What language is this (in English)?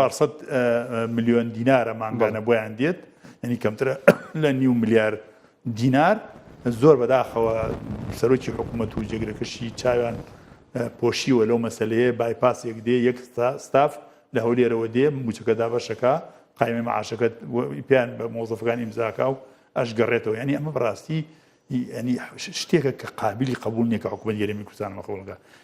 Central Kurdish